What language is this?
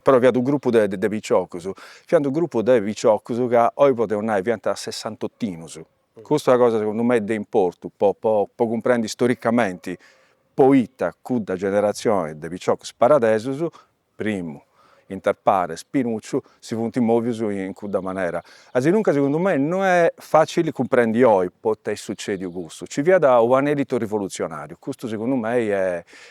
Sardinian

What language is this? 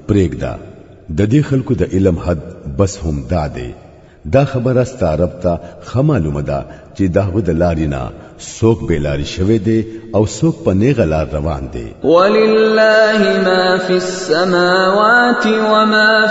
Pashto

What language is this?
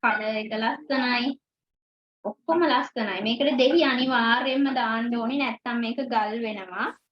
Sinhala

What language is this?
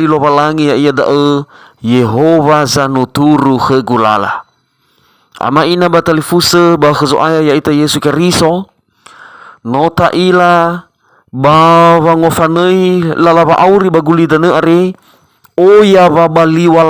Nias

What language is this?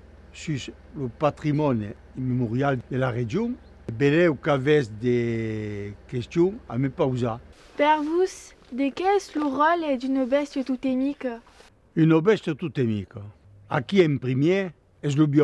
Occitan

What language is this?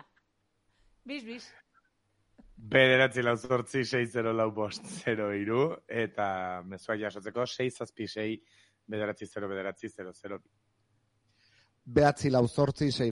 Basque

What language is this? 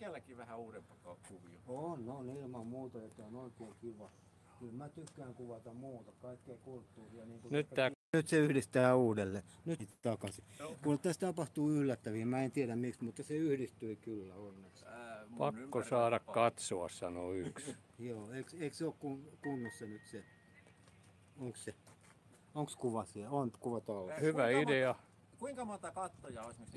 Finnish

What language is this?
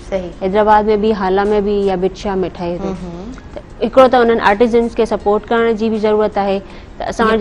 Sindhi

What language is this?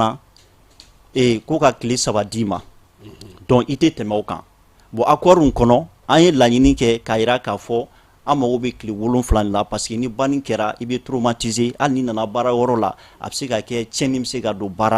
Bambara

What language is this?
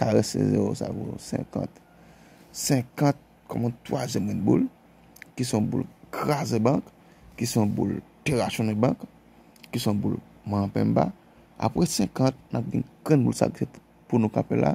Haitian Creole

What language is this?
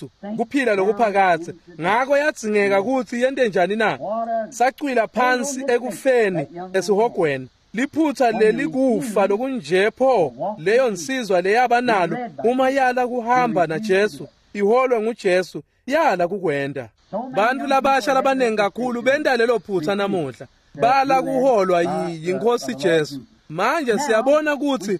Swati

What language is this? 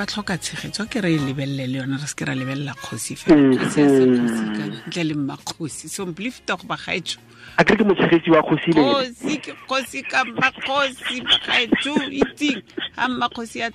Tswana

